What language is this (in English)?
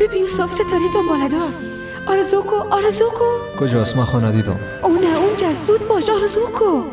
Persian